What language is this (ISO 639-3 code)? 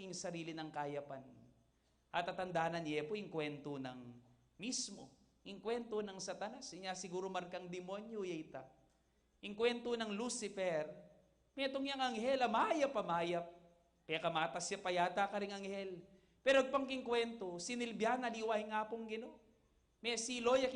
pam